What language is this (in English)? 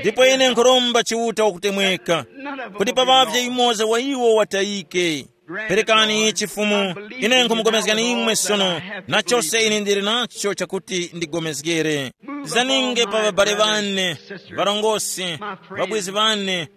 Tumbuka